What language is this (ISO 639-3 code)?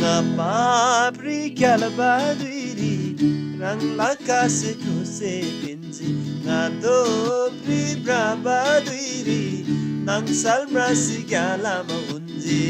taj